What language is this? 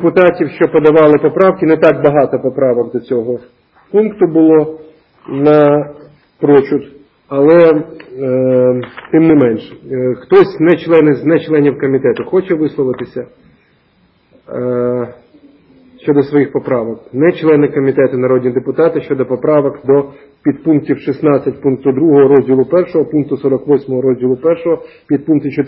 Ukrainian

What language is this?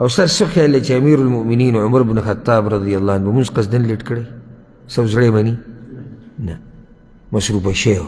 Pashto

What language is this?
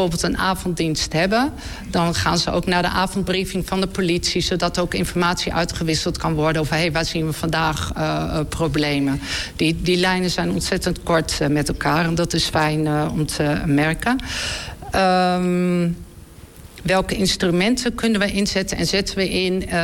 Dutch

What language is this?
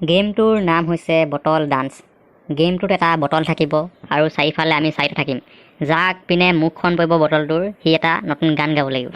Assamese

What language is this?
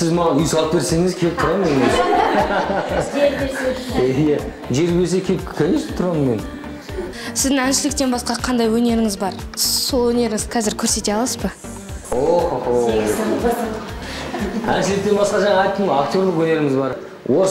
Kazakh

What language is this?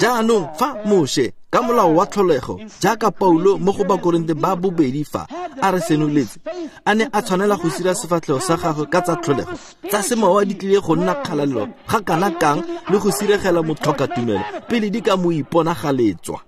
Tswana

